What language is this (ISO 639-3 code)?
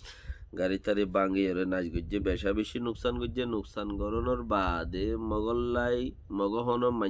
rhg